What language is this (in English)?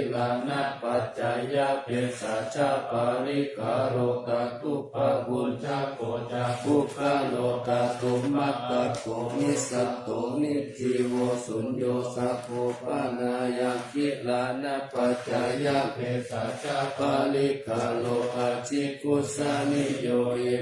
Pali